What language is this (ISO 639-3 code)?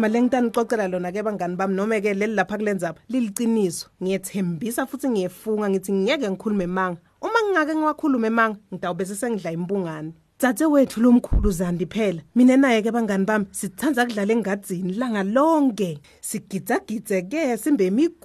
ssw